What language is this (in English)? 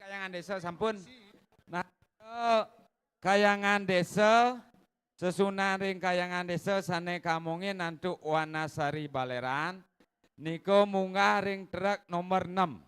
Balinese